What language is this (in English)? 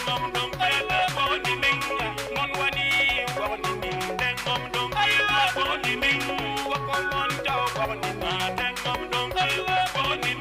Acoli